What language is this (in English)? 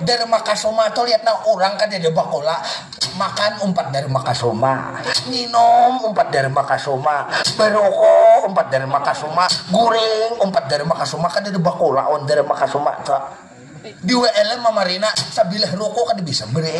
Banjar